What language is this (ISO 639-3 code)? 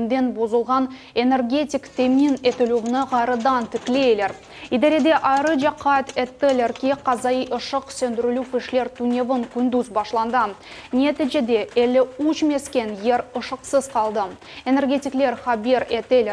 crh